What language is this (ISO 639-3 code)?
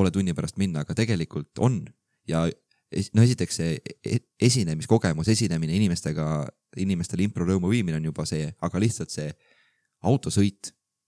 est